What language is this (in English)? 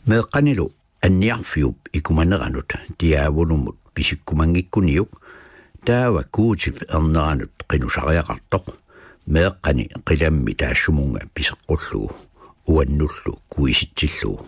Kalaallisut